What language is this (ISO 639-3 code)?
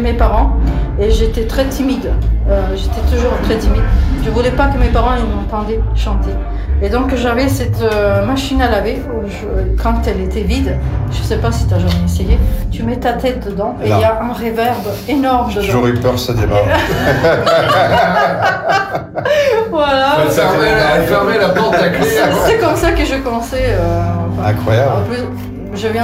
fra